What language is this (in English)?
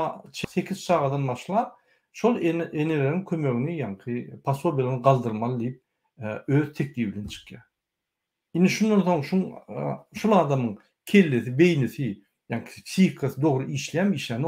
Turkmen